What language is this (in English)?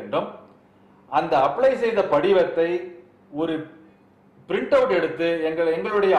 Tamil